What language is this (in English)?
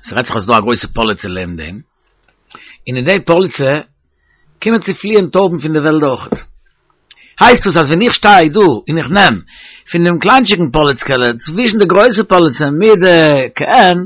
Yiddish